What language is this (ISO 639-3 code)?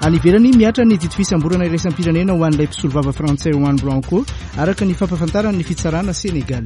mlg